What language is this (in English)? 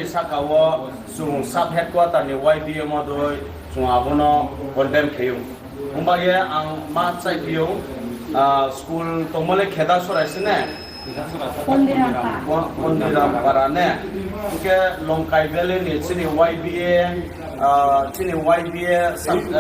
Riang (India)